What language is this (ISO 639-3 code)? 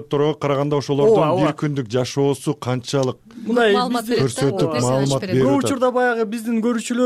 kir